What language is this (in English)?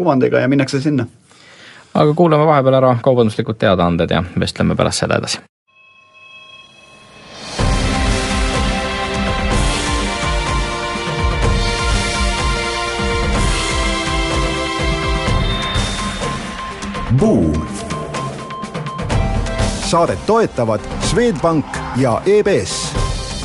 Estonian